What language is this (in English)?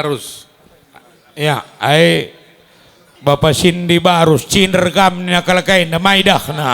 Batak Karo